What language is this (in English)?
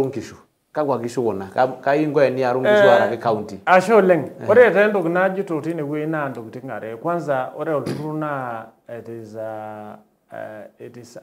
Masai